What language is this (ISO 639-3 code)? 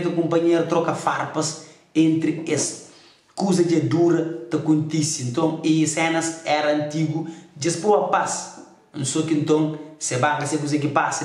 kea